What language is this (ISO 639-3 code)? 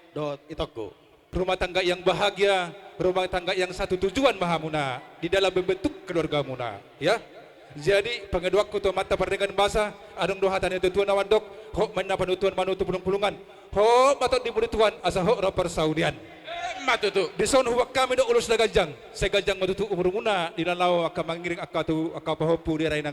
bbc